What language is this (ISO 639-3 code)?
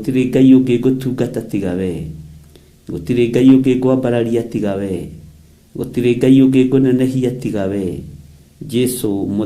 kik